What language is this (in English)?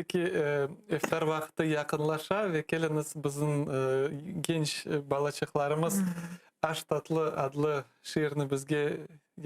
Crimean Tatar